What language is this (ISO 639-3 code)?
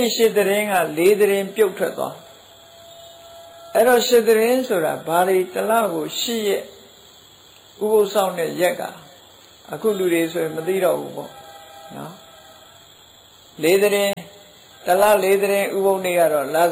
mya